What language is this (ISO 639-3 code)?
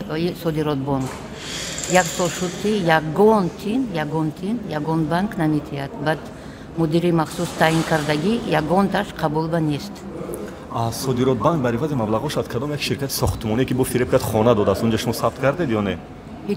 tgk